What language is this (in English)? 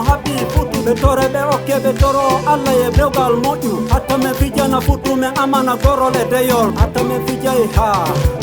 Fula